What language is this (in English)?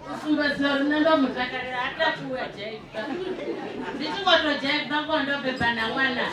Venda